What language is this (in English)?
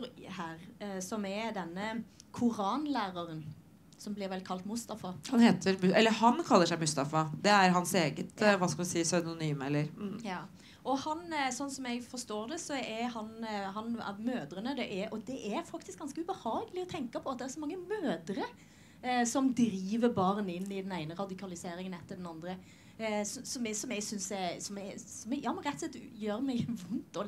Norwegian